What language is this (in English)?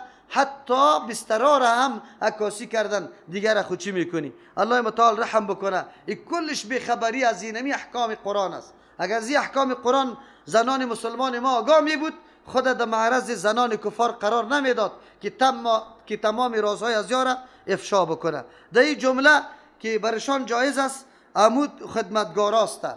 Persian